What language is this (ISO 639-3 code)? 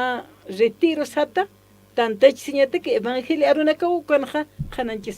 aym